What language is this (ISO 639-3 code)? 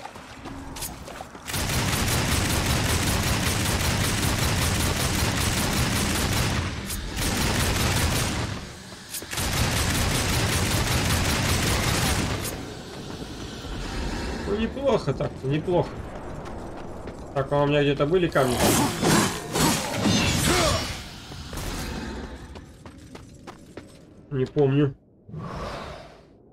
rus